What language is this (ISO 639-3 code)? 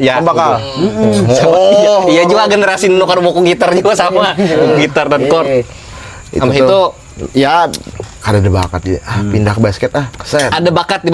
bjn